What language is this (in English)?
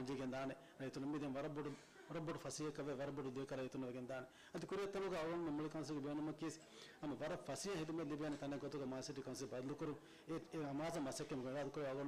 Divehi